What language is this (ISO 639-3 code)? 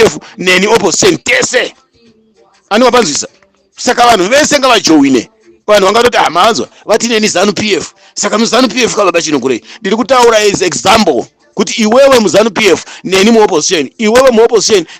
sna